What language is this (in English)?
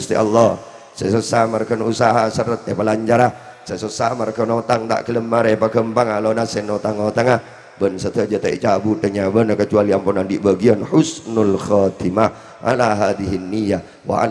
Madurese